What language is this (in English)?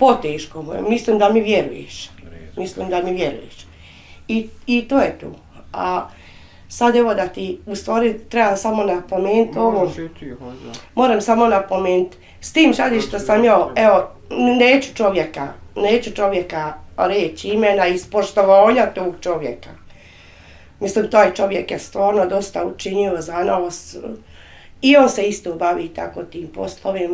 Bosnian